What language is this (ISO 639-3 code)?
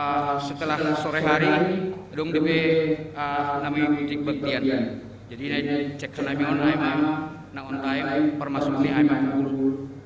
bts